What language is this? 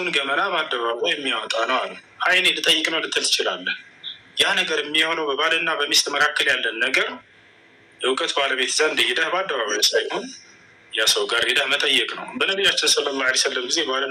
Amharic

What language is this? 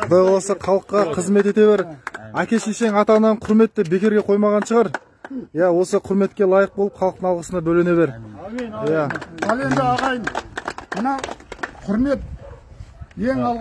Kazakh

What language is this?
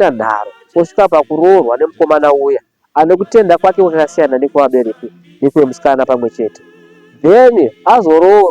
Shona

